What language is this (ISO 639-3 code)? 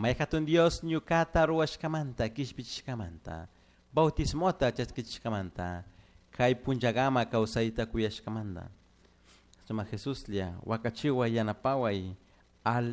qug